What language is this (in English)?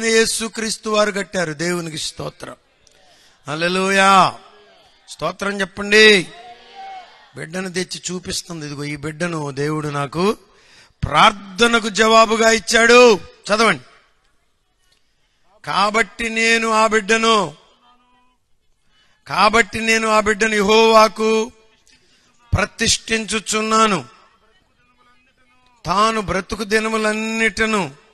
Telugu